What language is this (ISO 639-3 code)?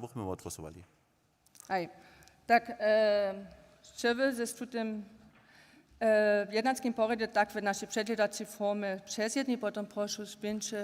hsb